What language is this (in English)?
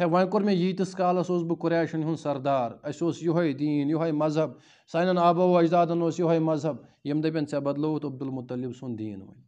Kashmiri